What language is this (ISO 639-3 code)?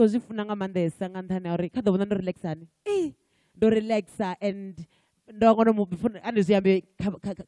ven